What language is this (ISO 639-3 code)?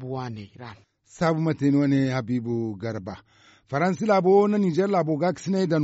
dje